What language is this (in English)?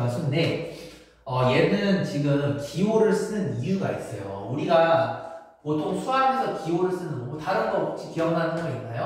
Korean